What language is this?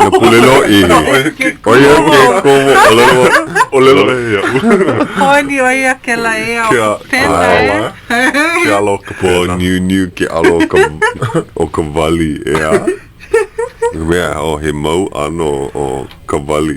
Hawaiian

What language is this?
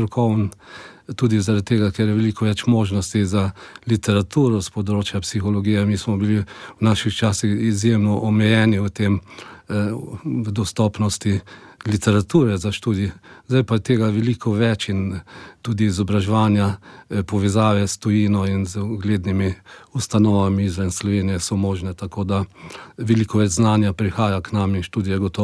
Slovenian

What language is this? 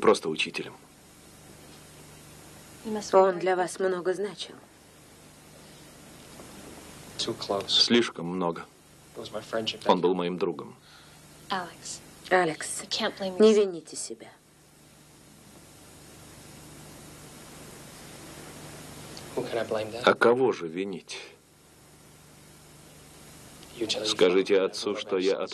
Russian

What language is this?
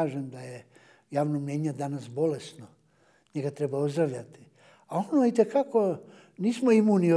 Bosnian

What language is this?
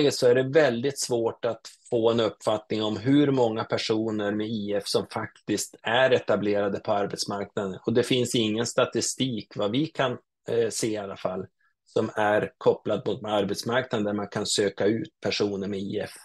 Swedish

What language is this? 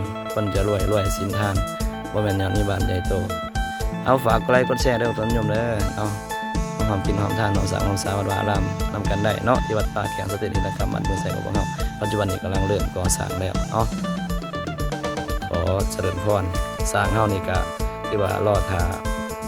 Lao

